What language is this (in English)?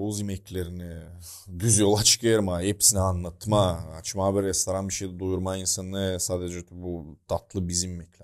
Gagauz